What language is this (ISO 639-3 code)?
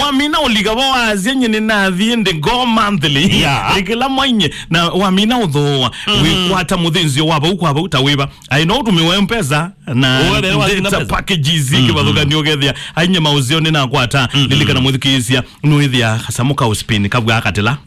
kam